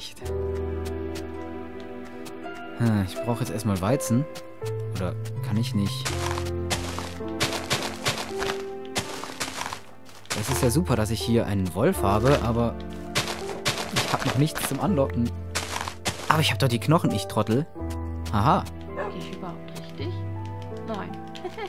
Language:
German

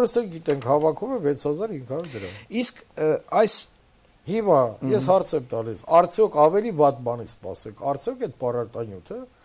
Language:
Armenian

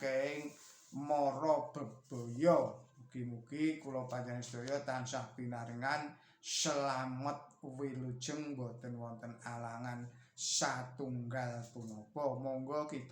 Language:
Javanese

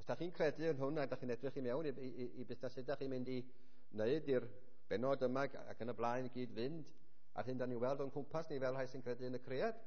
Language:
Welsh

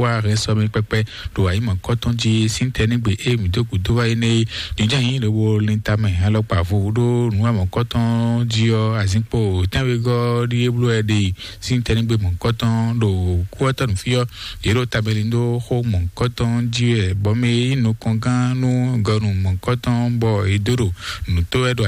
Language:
Fon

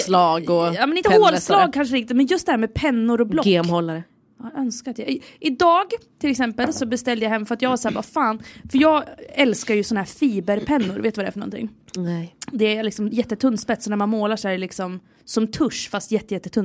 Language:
Swedish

